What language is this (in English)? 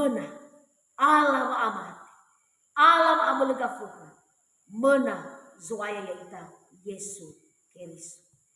Nias